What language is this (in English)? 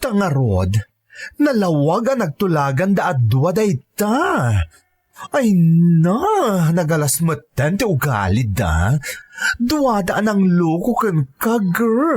Iloko